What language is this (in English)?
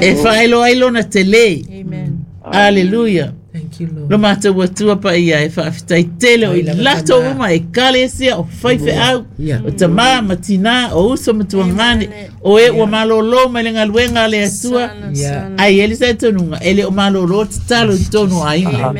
Samoan